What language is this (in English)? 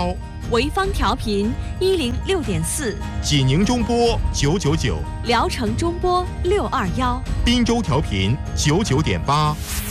Chinese